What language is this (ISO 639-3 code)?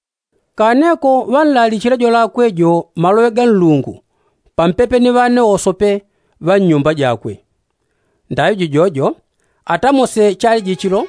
yao